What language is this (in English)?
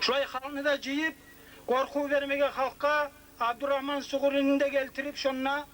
Kumyk